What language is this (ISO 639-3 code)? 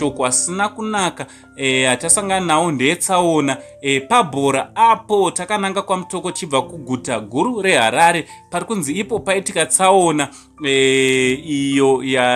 sna